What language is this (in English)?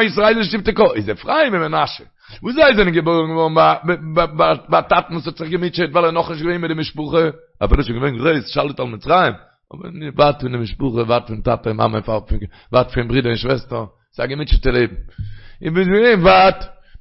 Yiddish